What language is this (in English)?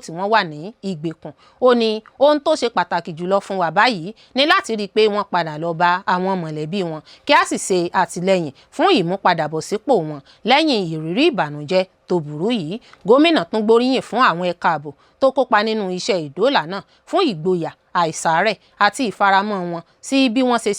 Yoruba